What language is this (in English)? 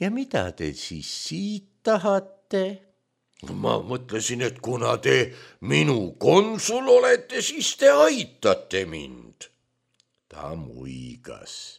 Estonian